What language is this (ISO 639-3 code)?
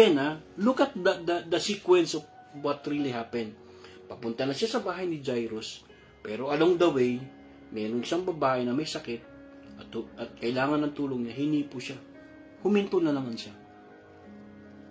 fil